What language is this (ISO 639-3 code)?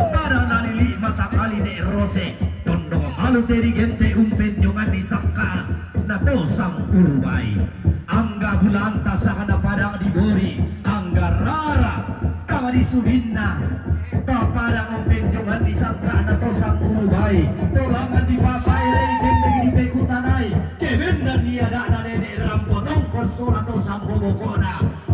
sda